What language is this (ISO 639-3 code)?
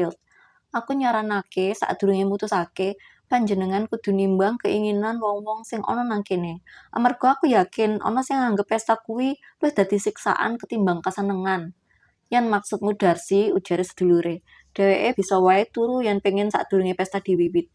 jav